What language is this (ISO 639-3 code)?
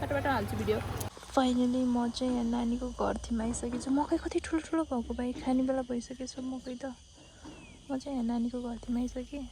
nep